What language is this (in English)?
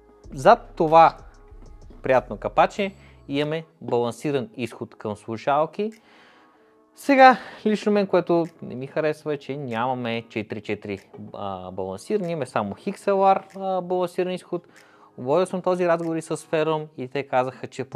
Bulgarian